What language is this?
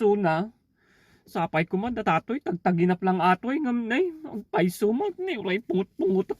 Iloko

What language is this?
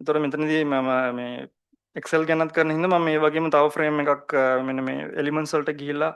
Sinhala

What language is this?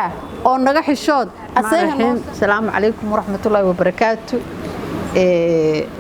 Somali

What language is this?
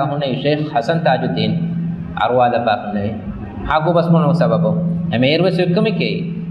Divehi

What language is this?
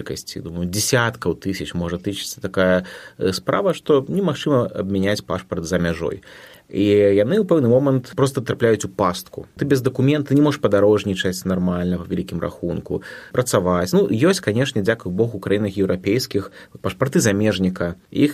Belarusian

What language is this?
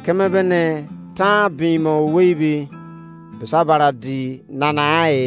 Izon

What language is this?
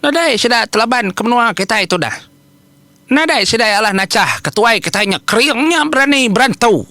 Iban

